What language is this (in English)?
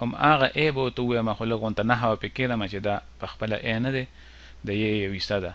Pashto